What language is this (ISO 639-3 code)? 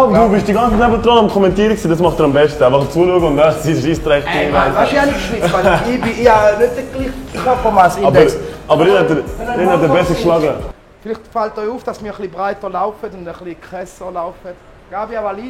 gsw